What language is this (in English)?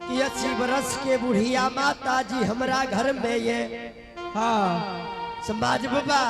Angika